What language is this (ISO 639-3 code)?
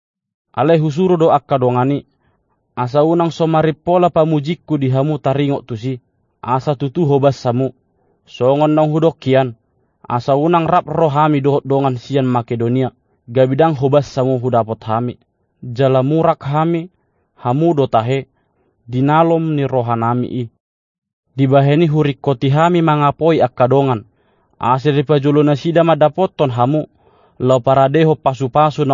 bbc